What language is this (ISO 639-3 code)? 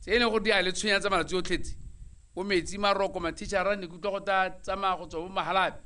tsn